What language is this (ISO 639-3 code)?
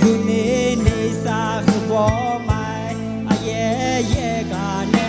ahk